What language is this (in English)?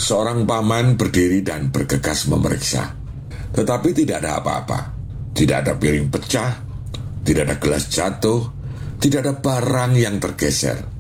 Indonesian